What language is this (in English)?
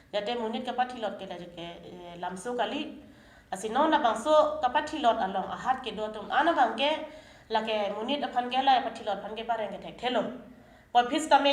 Karbi